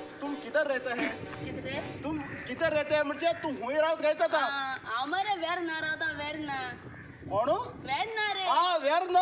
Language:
Konkani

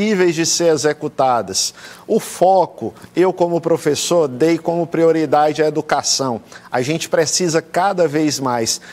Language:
Portuguese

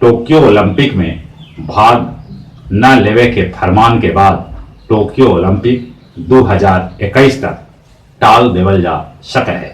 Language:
Magahi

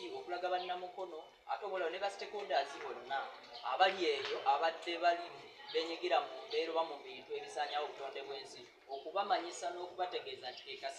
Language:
Ganda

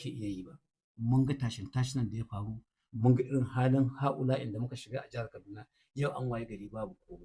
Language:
Hausa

